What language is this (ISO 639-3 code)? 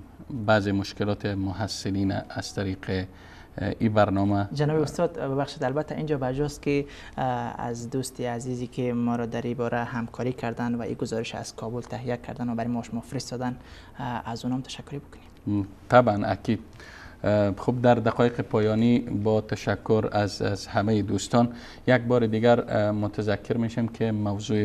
fas